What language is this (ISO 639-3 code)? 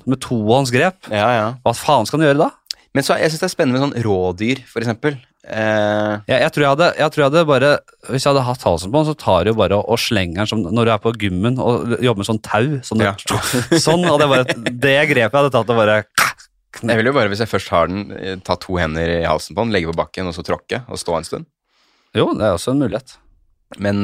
nor